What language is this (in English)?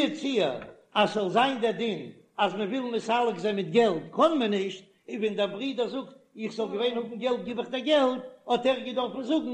Yiddish